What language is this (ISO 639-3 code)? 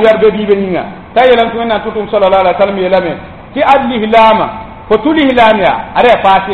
mos